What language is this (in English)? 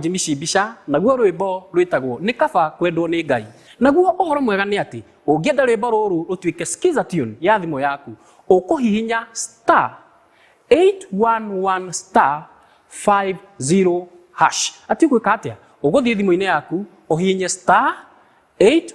Kikuyu